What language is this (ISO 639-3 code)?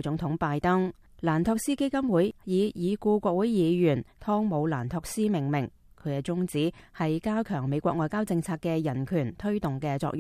yue